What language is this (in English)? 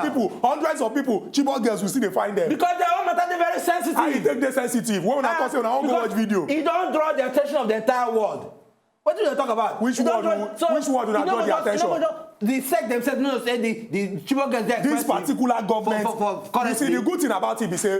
Nigerian Pidgin